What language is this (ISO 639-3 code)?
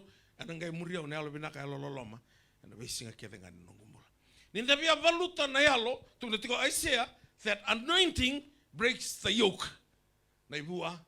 fij